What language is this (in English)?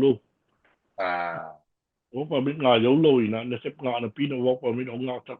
Tedim Chin